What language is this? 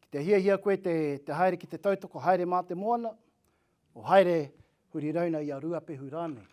Māori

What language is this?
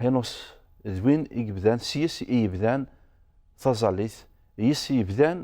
Kabyle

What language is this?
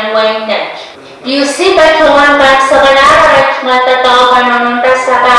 Pohnpeian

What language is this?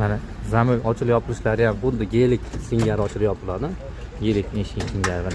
Uzbek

